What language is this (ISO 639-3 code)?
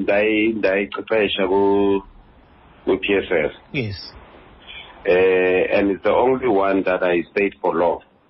xho